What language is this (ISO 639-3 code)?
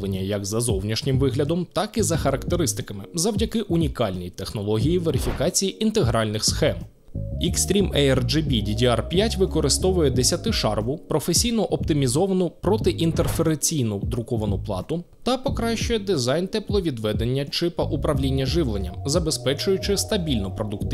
ukr